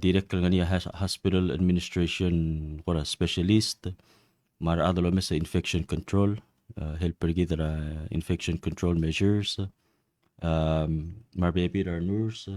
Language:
Palauan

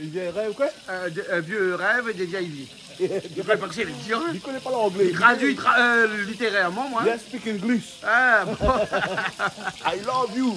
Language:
Réunion Creole French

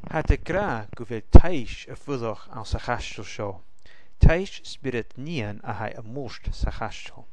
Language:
Scottish Gaelic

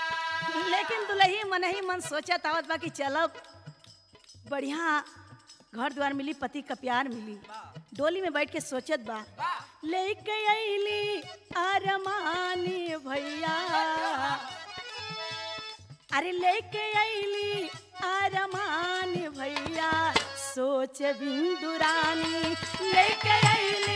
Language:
Bhojpuri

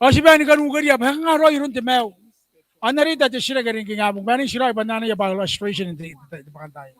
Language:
Gilbertese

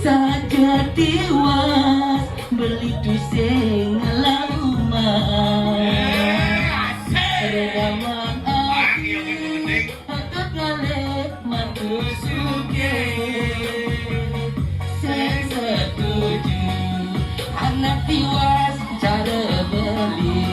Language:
Balinese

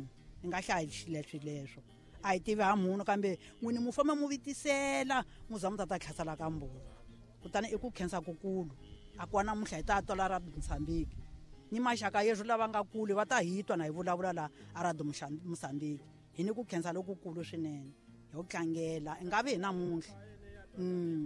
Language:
Tsonga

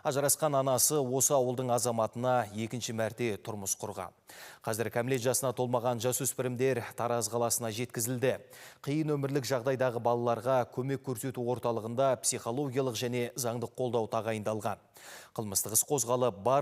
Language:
Kazakh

